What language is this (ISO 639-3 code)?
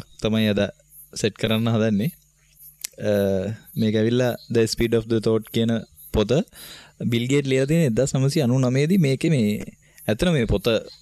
sin